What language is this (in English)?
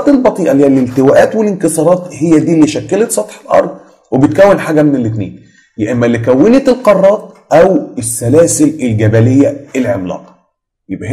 Egyptian Arabic